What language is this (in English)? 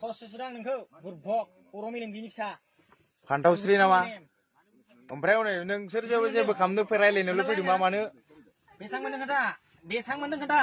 Bodo